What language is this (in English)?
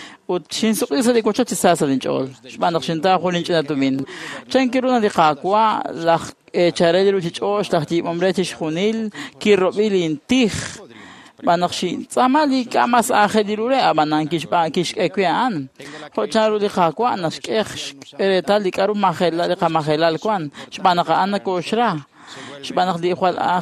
Kekchí